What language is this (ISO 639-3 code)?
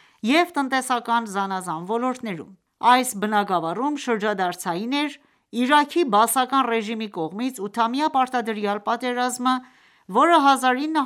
hye